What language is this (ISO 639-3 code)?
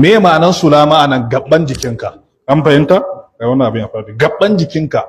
hau